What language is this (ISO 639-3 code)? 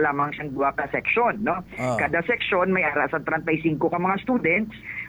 hil